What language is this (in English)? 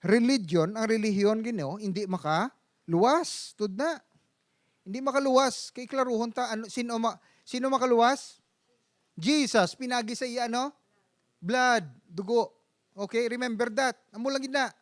Hiligaynon